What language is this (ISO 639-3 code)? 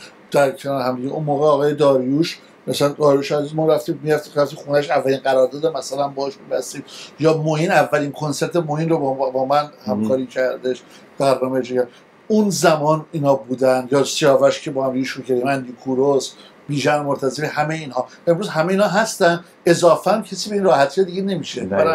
fas